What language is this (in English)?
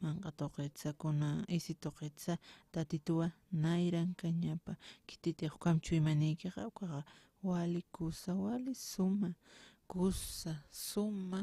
Aymara